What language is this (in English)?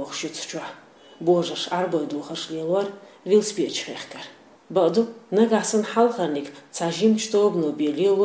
Chechen